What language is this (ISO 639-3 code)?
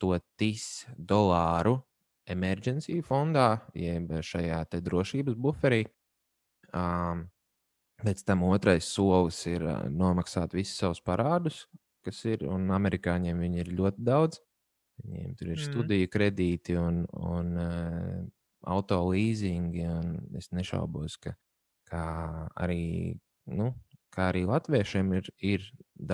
lav